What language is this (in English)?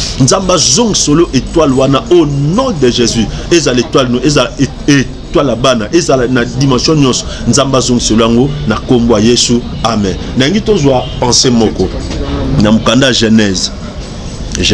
Lingala